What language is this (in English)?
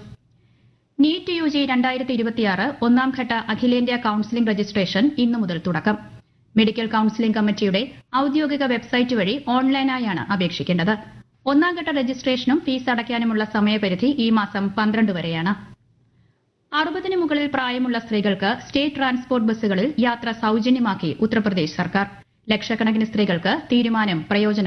Malayalam